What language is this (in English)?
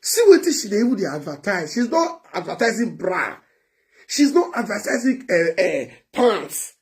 Nigerian Pidgin